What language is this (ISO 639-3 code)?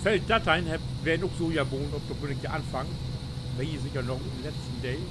nds